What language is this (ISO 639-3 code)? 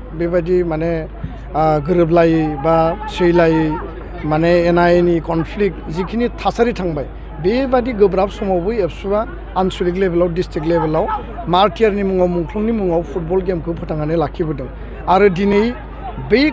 brx